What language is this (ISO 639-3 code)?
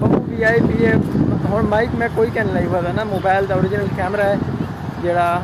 skr